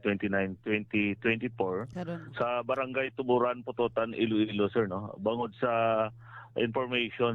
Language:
Hiligaynon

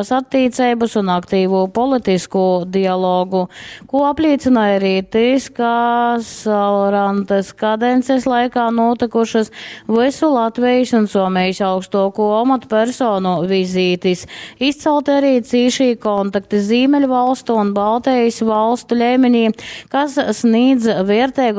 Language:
Latgalian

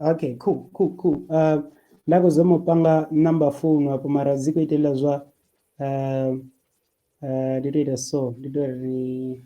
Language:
Venda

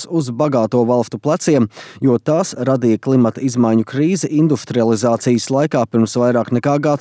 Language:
Latvian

